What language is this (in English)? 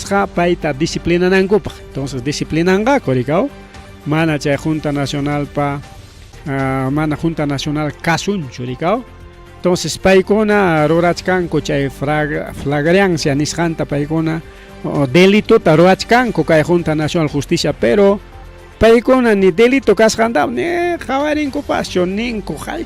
Ayacucho Quechua